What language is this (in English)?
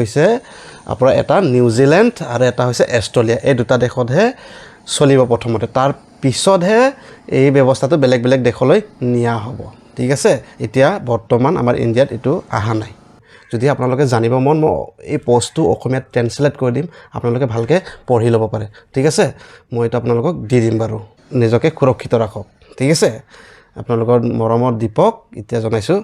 Assamese